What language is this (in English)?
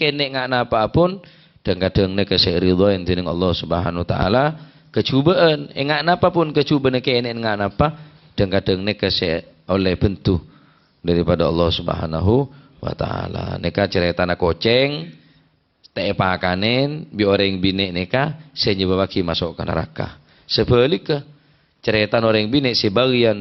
Madurese